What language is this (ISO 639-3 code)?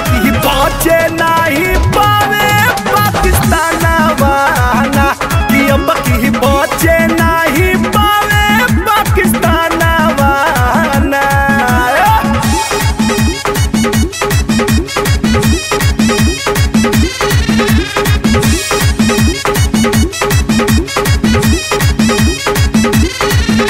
bho